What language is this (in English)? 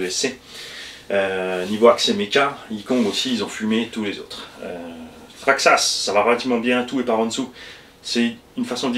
French